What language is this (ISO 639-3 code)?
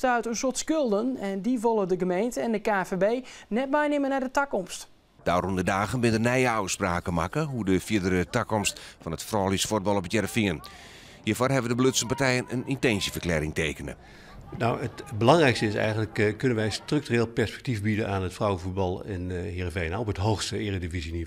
fry